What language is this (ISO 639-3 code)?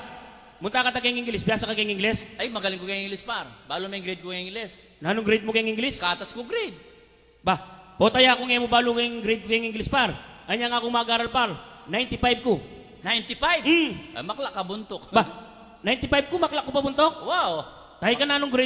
pam